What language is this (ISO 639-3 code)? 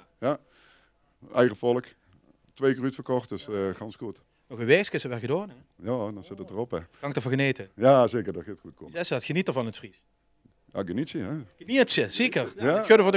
lim